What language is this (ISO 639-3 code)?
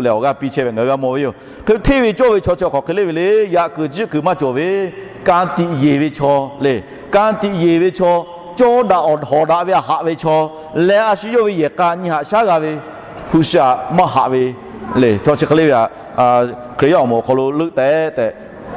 lhu